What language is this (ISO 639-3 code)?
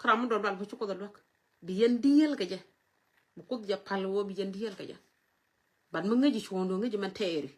nus